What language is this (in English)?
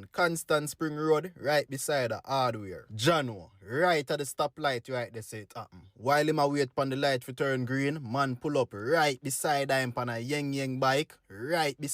Jamaican Creole English